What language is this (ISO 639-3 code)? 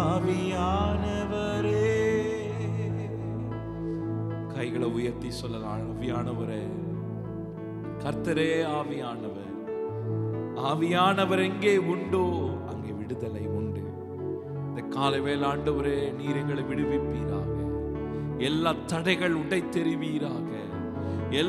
tam